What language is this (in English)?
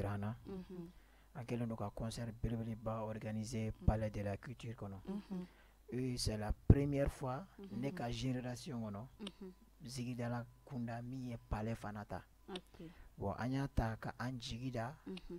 Bambara